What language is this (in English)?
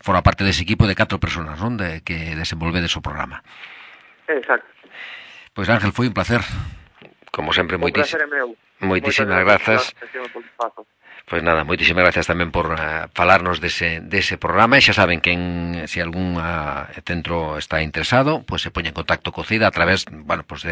Galician